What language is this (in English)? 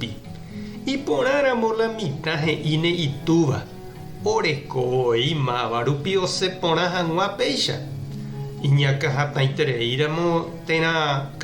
Guarani